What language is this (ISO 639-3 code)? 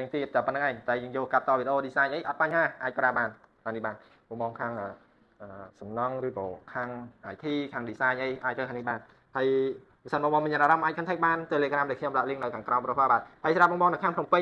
khm